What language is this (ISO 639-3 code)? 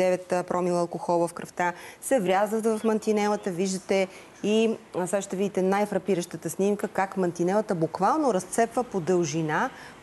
bul